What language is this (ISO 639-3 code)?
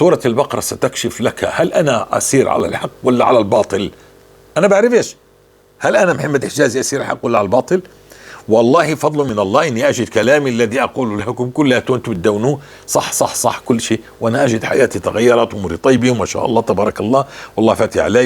apc